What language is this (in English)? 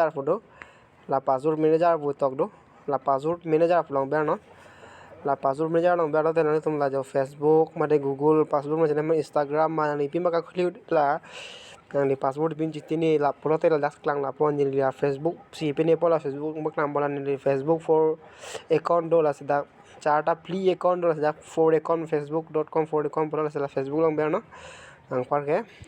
Karbi